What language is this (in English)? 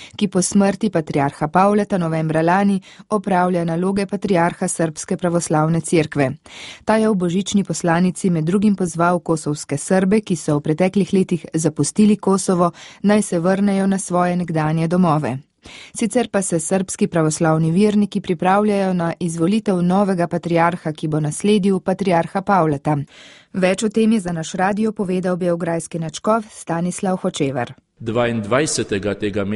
Slovenian